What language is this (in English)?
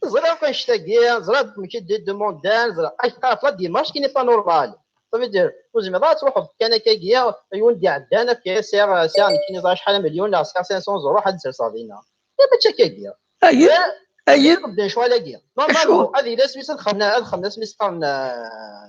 Kabyle